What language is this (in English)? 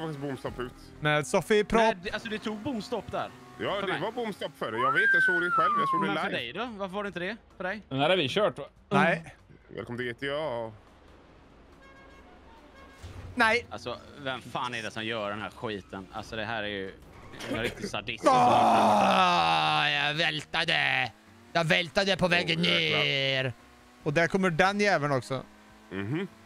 Swedish